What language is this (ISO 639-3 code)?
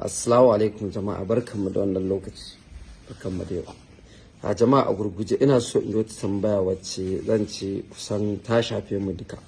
hau